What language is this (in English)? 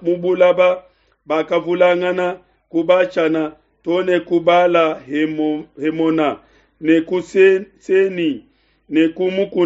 Luba-Lulua